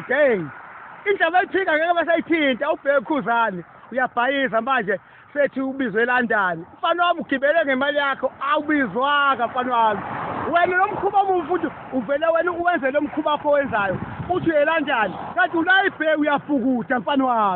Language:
Zulu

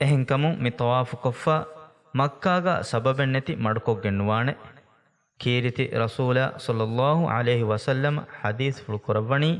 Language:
Divehi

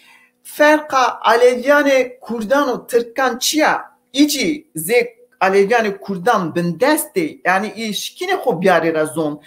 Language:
Zaza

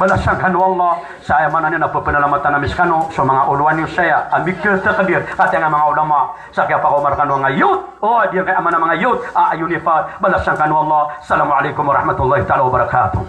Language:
Maranao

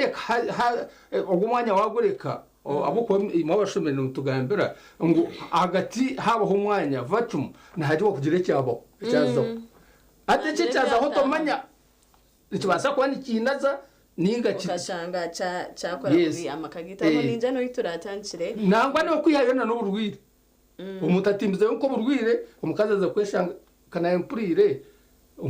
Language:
Nyankole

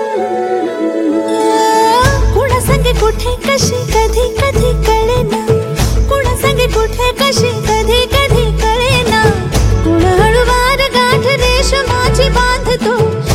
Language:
Marathi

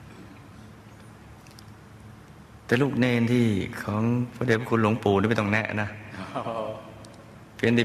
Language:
Thai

